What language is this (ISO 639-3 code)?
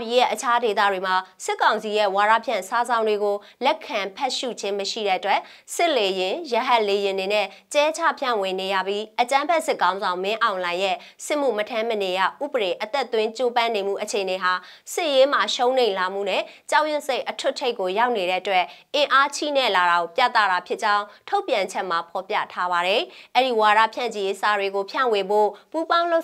mya